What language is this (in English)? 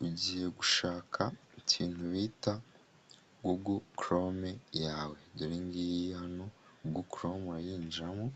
Kinyarwanda